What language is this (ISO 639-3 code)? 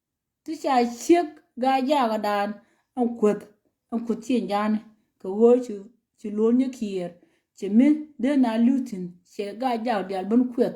nus